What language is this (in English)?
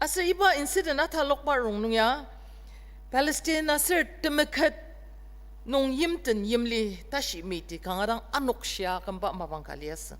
Ao Naga